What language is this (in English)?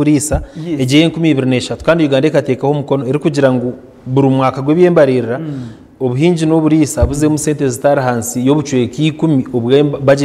Nyankole